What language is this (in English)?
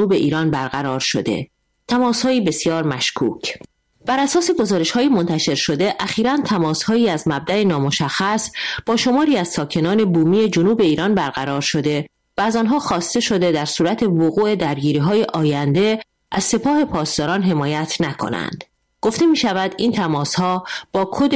Persian